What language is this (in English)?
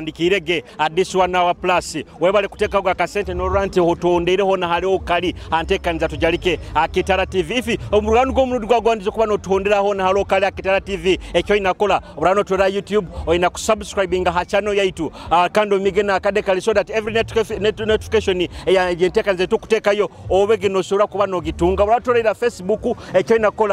Nyoro